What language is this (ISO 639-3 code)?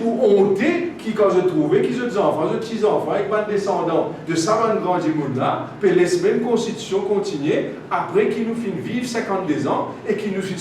mfe